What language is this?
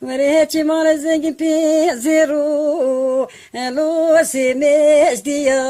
Zaza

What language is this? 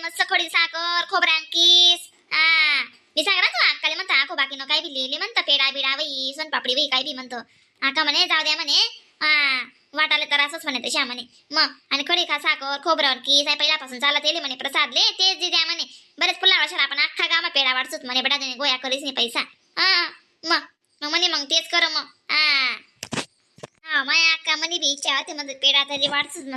Khandesi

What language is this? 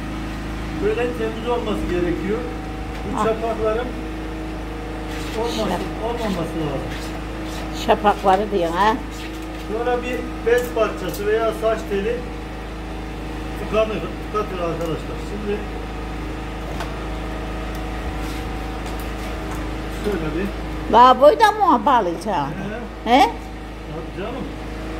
Turkish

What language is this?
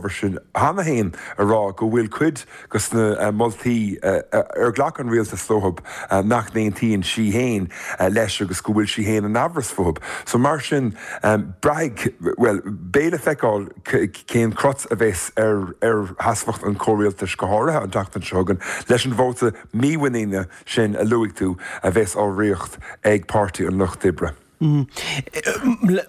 Irish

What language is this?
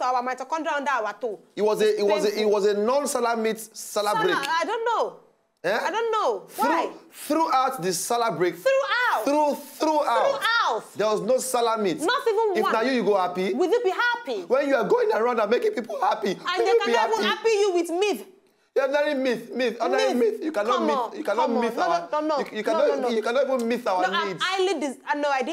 Nigerian Pidgin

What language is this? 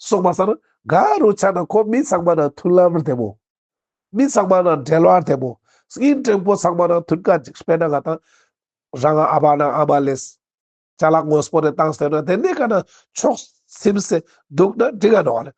Ladakhi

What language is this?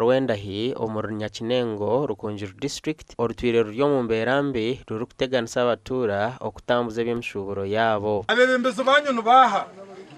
Nyankole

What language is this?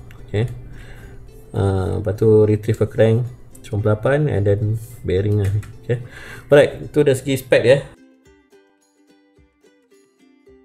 Malay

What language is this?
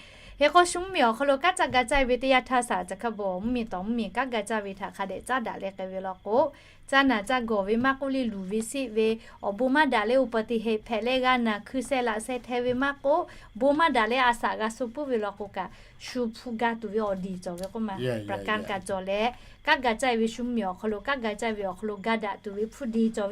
Lahu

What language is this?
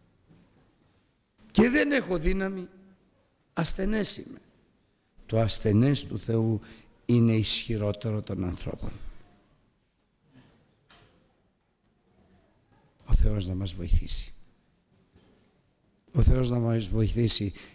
Greek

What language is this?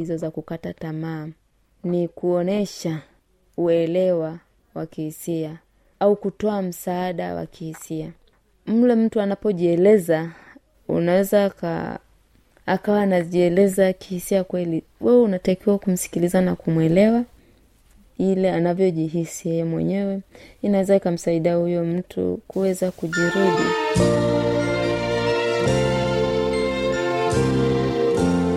Swahili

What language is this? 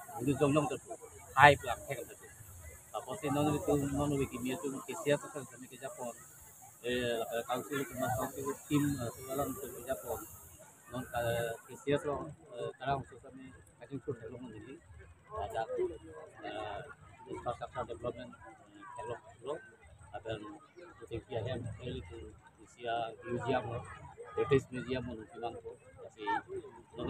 Karbi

